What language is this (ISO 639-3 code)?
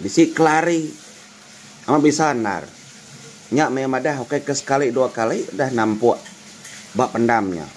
iba